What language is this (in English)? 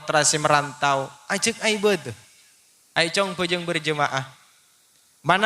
Madurese